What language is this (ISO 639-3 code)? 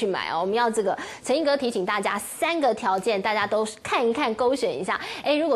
zho